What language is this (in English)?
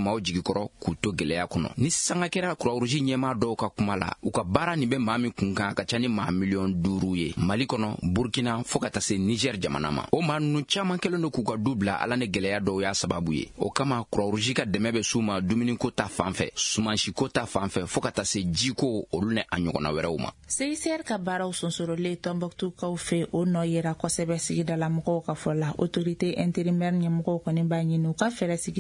Bambara